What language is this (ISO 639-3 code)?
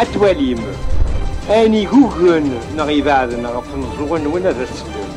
kab